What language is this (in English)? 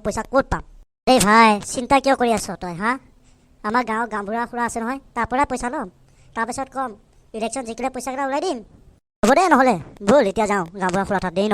Assamese